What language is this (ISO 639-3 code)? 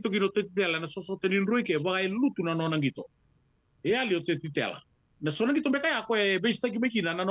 fij